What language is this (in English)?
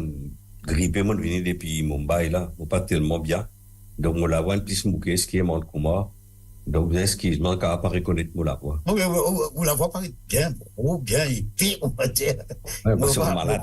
Morisyen